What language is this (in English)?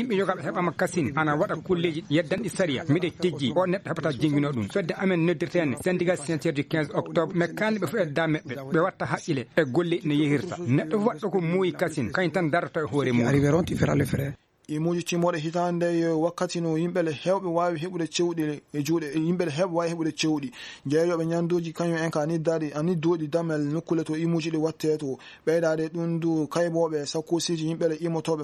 Fula